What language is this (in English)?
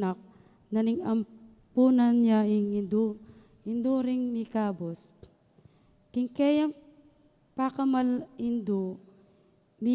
Pampanga